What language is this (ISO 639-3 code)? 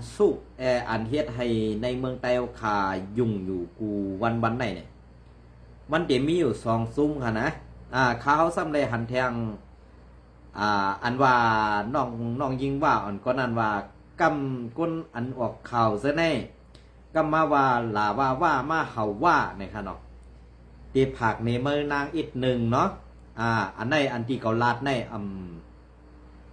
shn